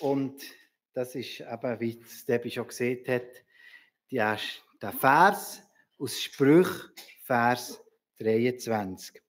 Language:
Swiss German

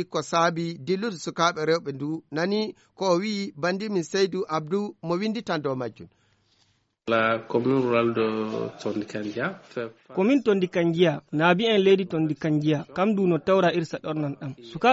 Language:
Fula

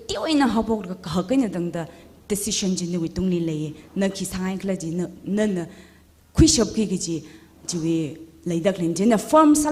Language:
Tangkhul Naga (India)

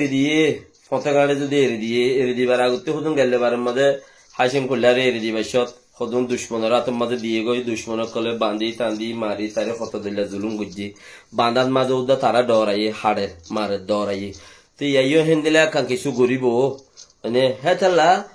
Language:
Rohingya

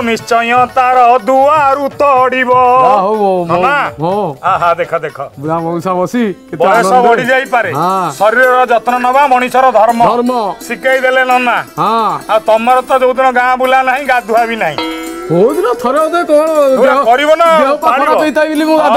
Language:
Odia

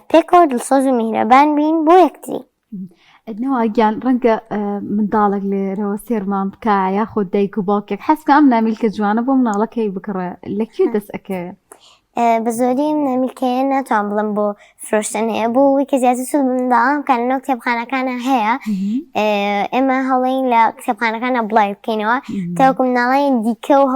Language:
Central Kurdish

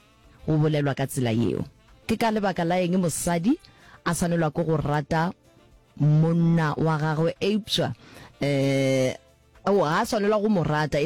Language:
Northern Sotho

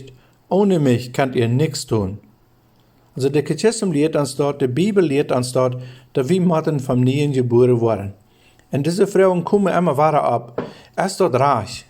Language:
Plautdietsch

